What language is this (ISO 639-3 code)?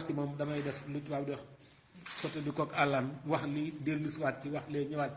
wol